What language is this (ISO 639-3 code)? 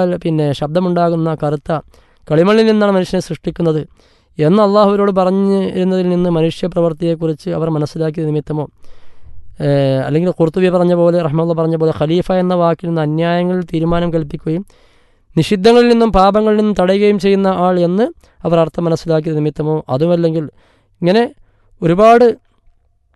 mal